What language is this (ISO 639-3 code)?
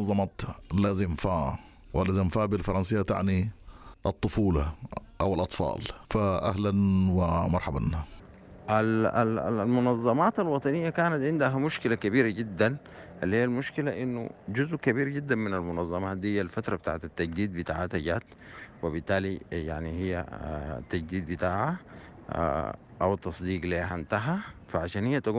apd